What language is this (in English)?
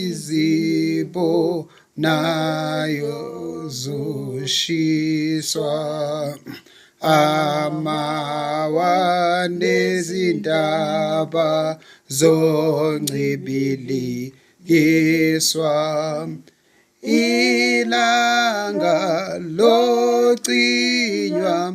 Zulu